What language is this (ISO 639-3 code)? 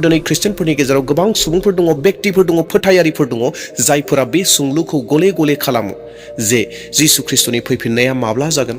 brx